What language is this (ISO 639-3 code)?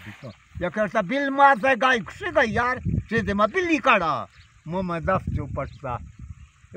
bal